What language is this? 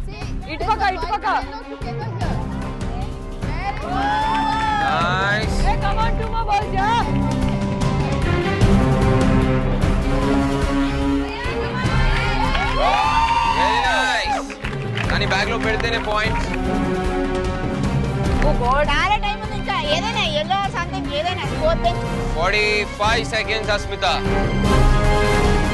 Telugu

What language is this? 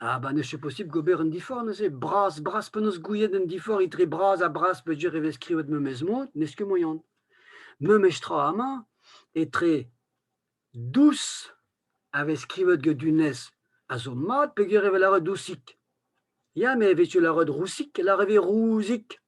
Breton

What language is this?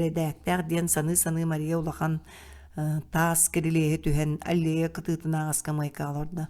Yakut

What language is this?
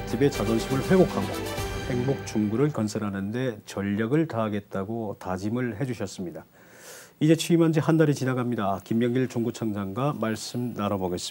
Korean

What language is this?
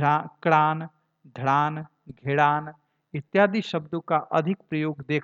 Hindi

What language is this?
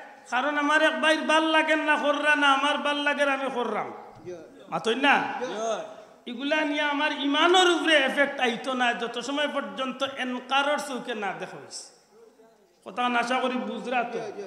Sylheti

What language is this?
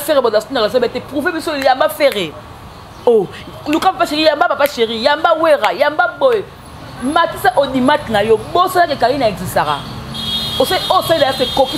Lingala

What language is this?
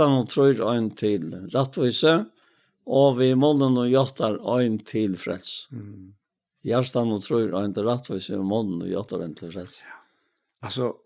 Faroese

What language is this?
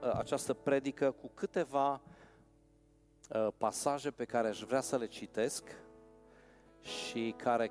Romanian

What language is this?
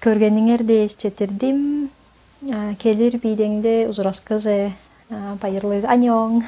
Tuvinian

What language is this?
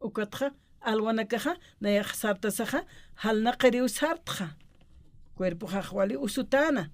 Aymara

